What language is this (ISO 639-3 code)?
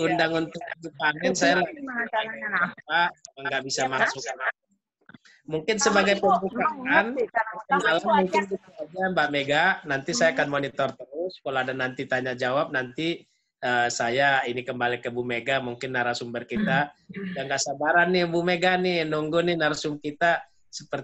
ind